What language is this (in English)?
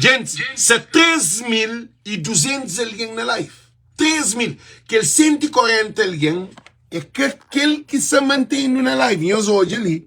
Kabuverdianu